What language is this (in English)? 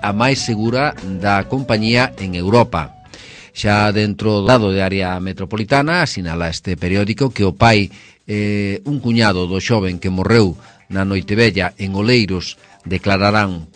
Galician